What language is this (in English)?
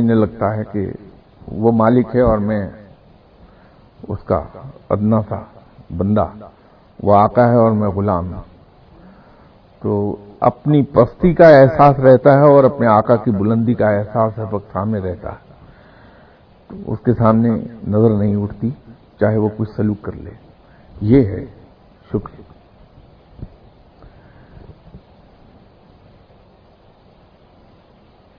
Urdu